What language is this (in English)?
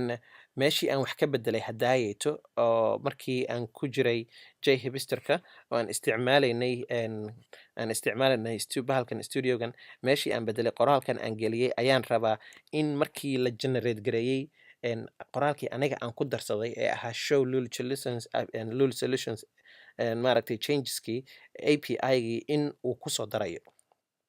Somali